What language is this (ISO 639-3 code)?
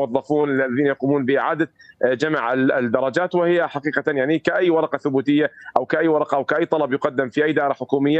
ara